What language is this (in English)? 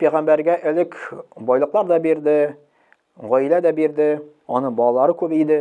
Tatar